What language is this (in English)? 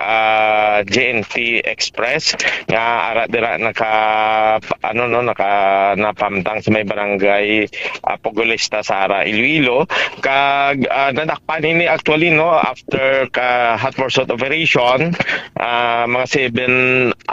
Hiligaynon